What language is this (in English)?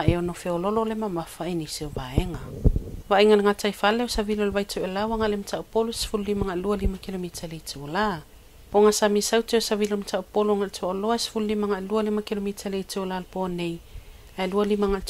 Samoan